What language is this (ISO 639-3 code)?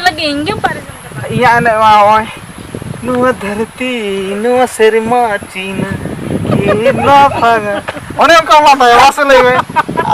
sat